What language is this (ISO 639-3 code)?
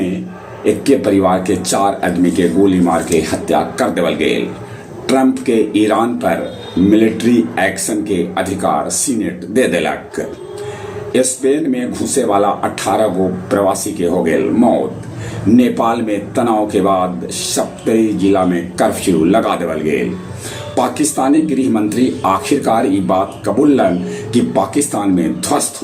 mag